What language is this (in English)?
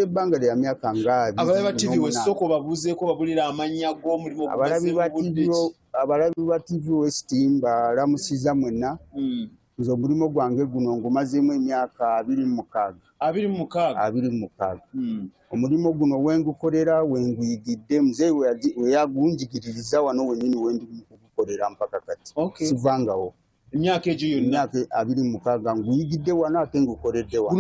Nyankole